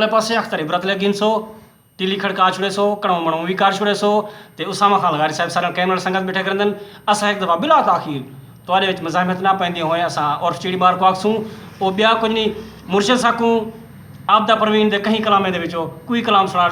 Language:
Saraiki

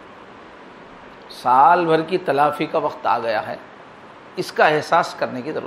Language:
Urdu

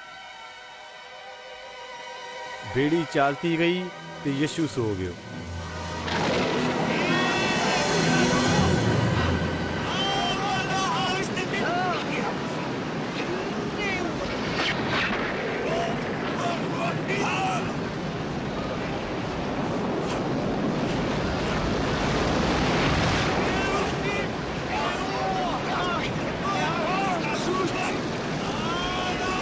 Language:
Punjabi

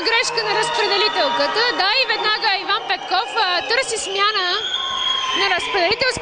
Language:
Bulgarian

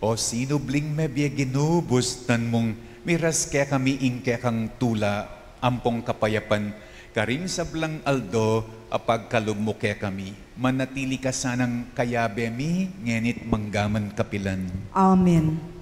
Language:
Pampanga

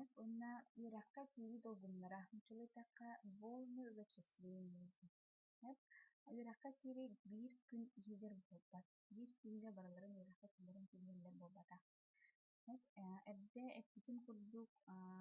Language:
Yakut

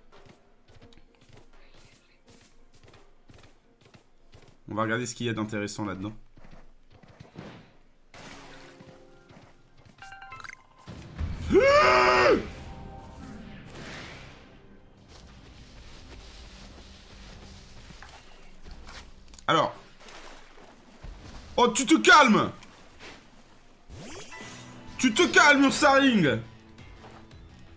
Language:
French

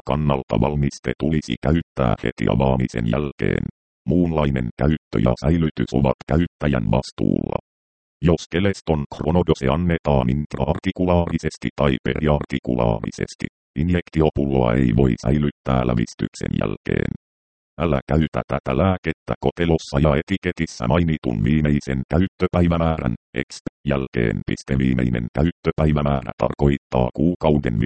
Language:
Finnish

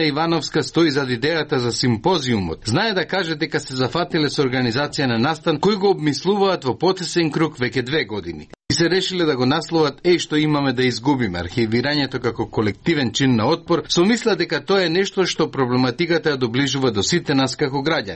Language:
Macedonian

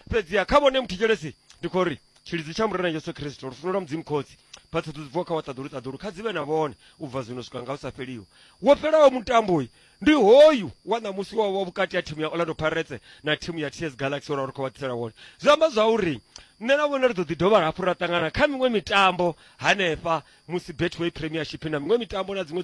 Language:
Venda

